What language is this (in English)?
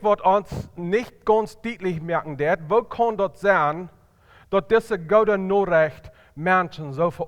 Plautdietsch